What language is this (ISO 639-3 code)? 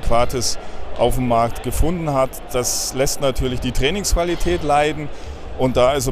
deu